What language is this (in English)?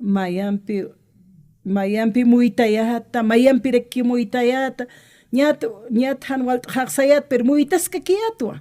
Aymara